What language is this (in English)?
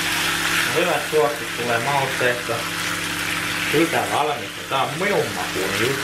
Finnish